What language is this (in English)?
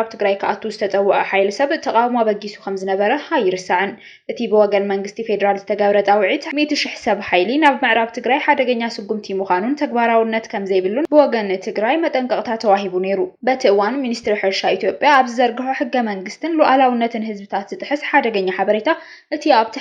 Tigrinya